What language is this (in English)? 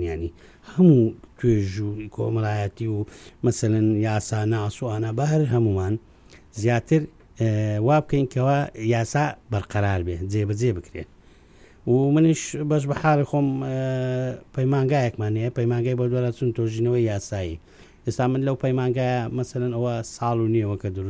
Central Kurdish